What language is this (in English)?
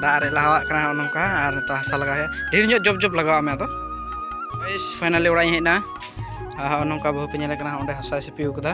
Santali